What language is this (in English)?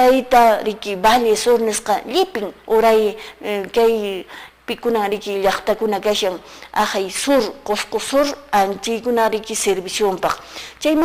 Quechua